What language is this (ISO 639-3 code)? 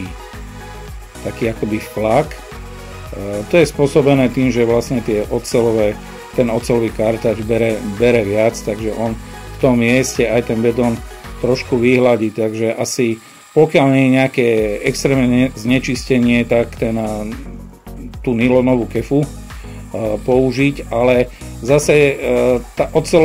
slk